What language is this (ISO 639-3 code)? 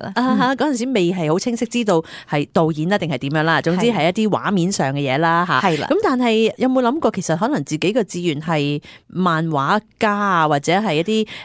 yue